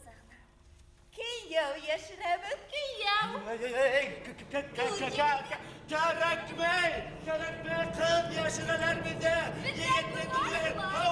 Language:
Bashkir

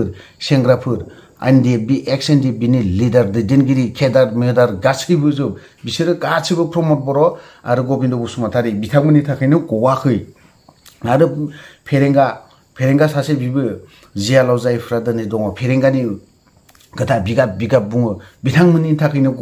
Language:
Bodo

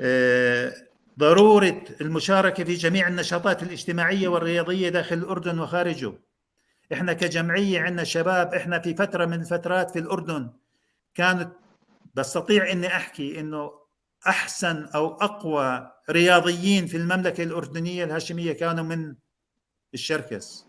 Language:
North Levantine Arabic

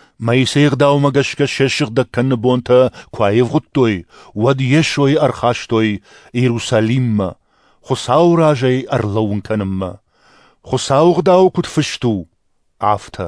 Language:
Ossetic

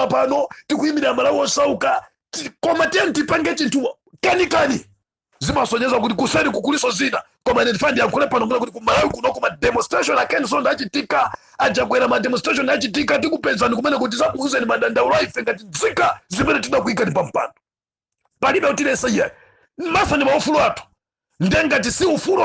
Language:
Nyanja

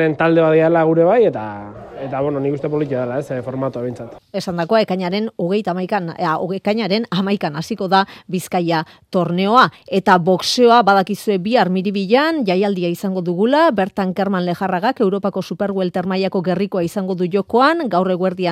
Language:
Basque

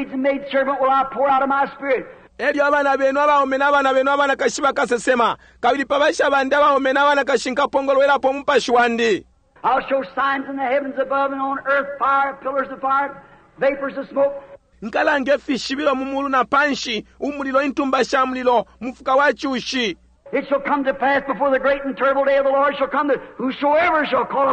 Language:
Bemba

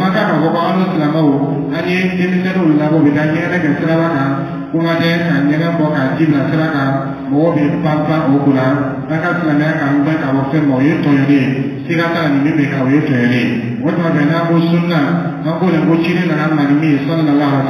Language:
Dyula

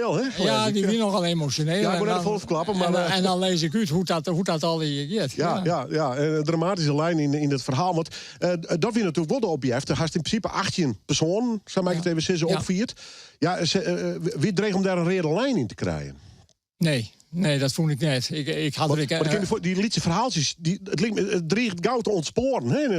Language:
Western Frisian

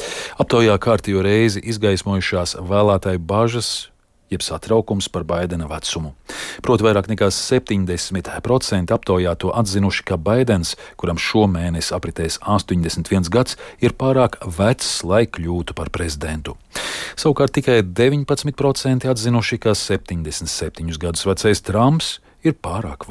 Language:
Latvian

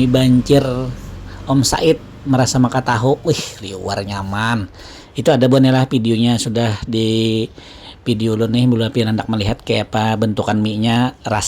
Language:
Banjar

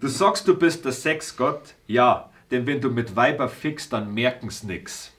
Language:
Bavarian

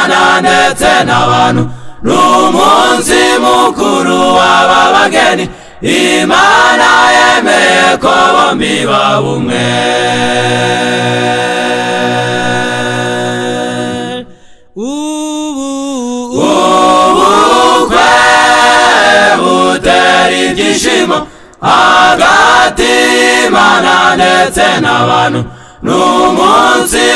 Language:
Kinyarwanda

